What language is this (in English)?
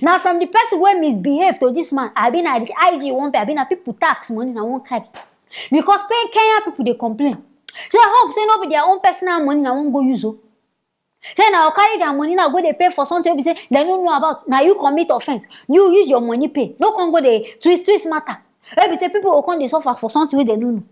Nigerian Pidgin